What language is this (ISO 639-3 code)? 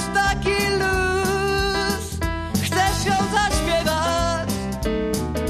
pol